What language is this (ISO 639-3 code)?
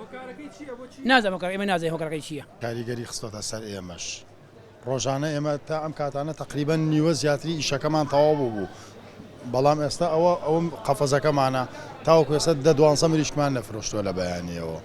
ckb